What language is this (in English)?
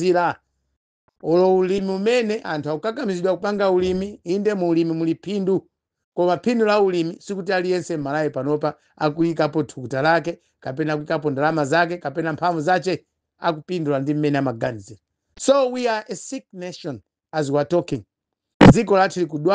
Nyanja